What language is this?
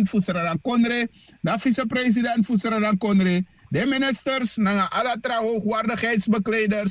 Sranan Tongo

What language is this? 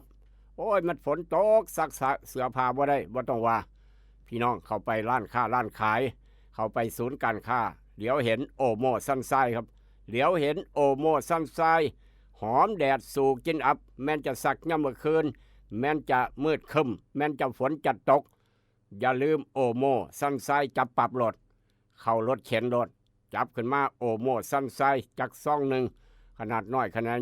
Northeastern Thai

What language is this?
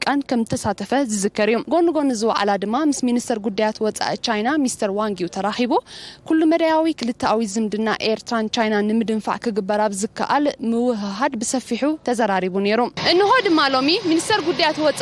Tigrinya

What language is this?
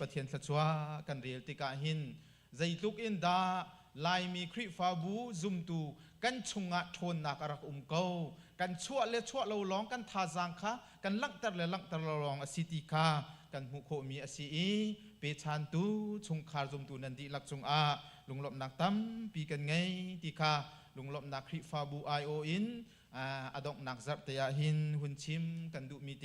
Hakha Chin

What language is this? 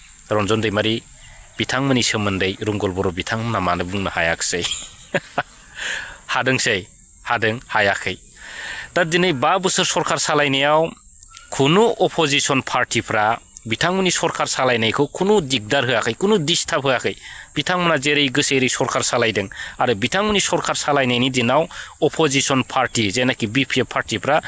Bodo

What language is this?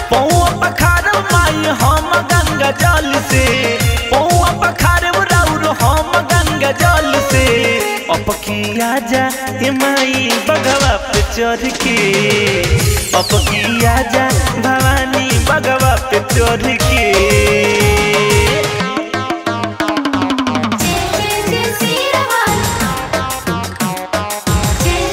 Bhojpuri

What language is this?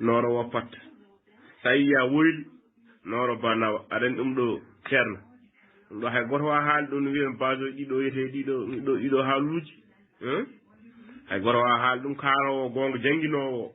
Fula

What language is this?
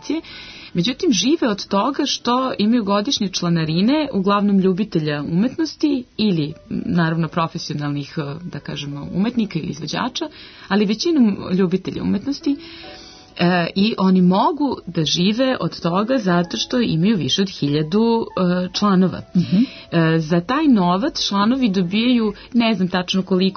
Serbian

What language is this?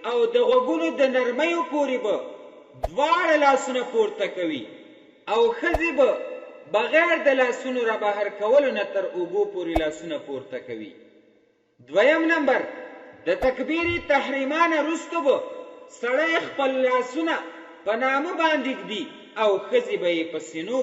Pashto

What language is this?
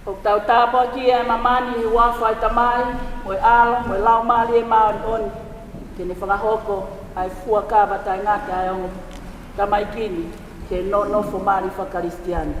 Tongan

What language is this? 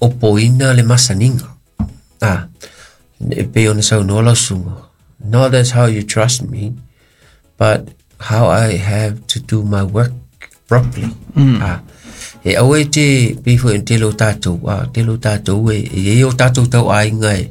Samoan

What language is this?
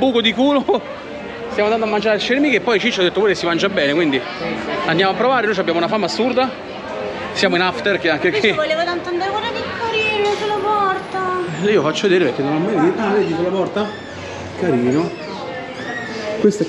Italian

